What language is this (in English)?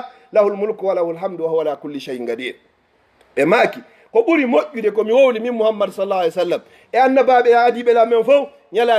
Fula